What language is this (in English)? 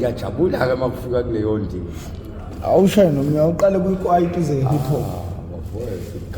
Zulu